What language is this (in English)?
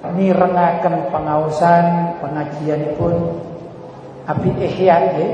Javanese